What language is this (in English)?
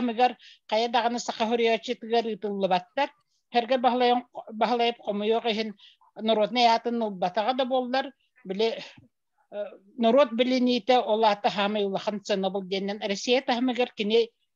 Yakut